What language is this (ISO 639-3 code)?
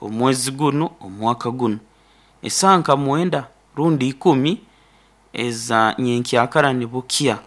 nyo